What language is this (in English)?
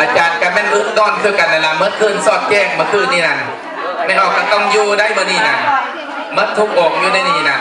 Lao